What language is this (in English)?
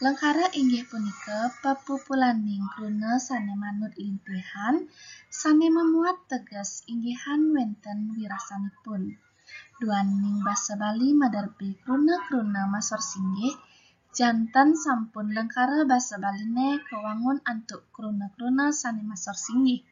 Balinese